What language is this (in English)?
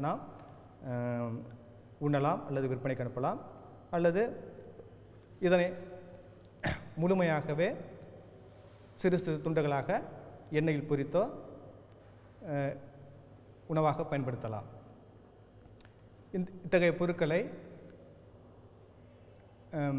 Tamil